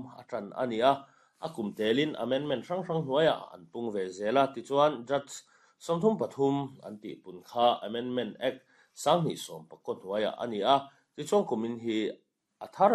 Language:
Mizo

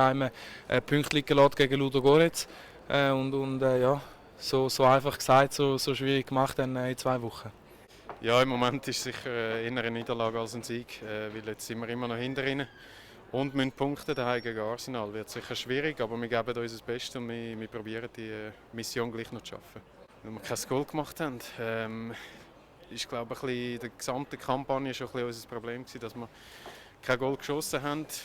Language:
Swiss German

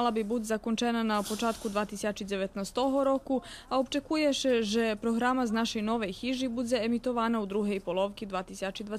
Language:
Rusyn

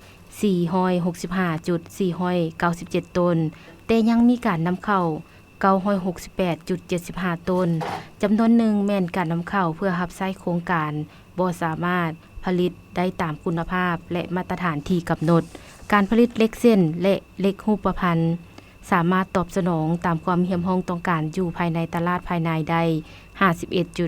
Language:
Lao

